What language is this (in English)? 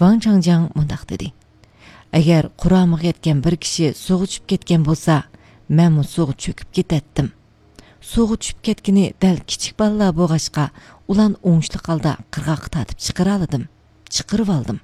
Uyghur